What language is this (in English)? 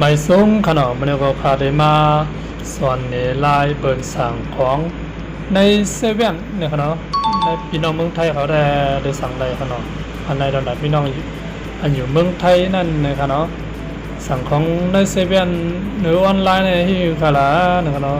Shan